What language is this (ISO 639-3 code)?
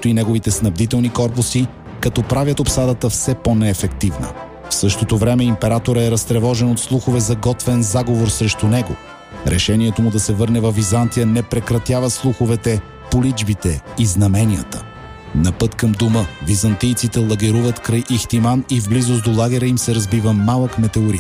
bul